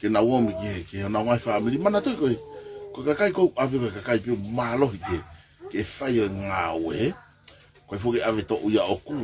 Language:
Tongan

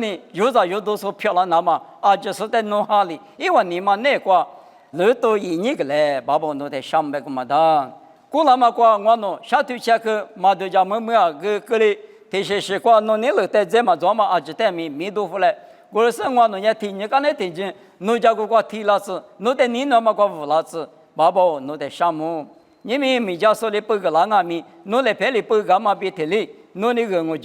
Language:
Lisu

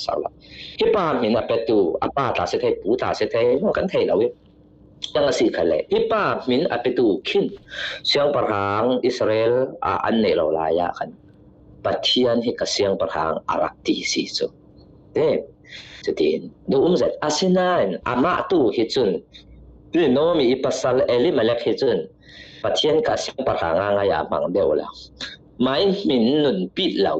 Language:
Falam Chin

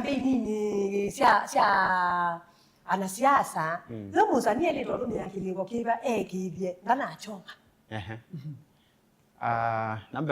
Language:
Kamba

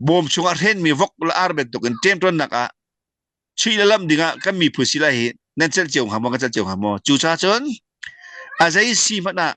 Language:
Hakha Chin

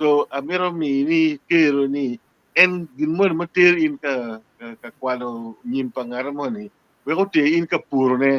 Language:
Acoli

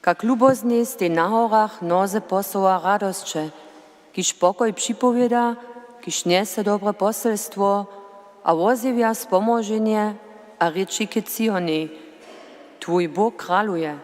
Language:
Upper Sorbian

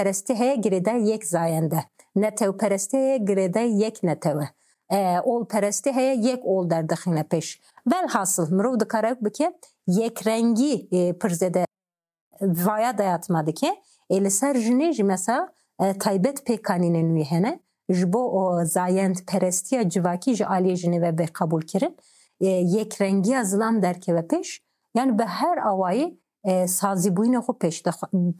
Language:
Kurdish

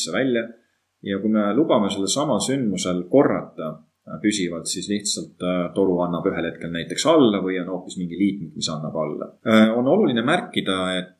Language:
Estonian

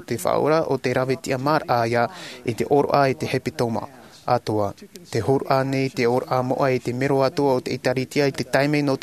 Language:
Tahitian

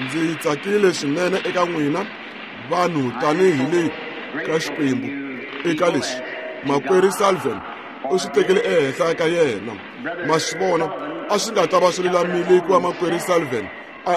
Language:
Tsonga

